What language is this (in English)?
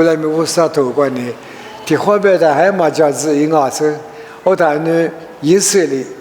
Lisu